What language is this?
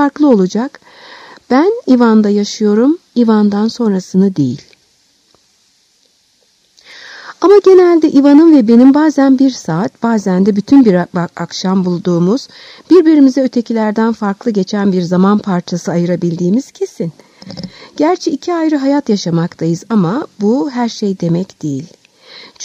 Turkish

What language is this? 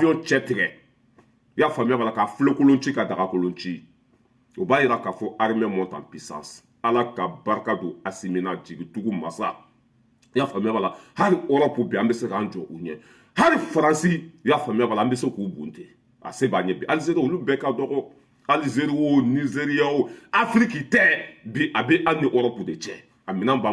Bambara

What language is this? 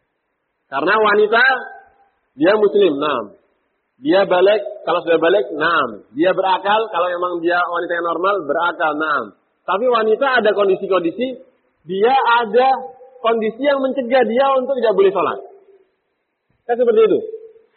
Indonesian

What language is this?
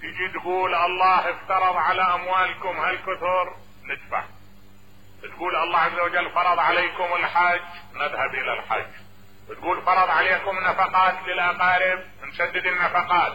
Mesopotamian Arabic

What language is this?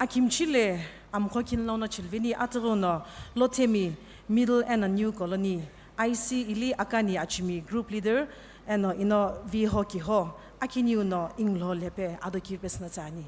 Sumi Naga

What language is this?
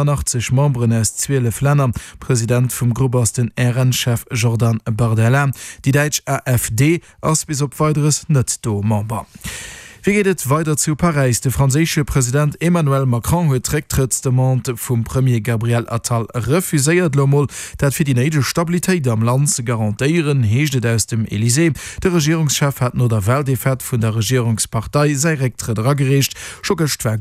Luxembourgish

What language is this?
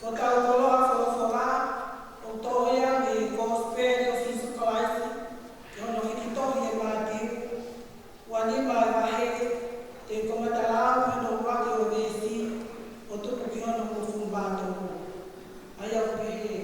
Tongan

